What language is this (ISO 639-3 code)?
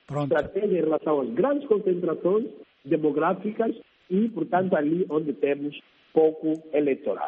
por